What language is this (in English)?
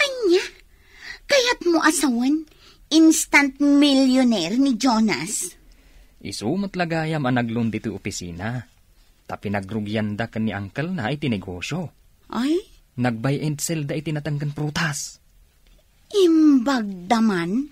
Iloko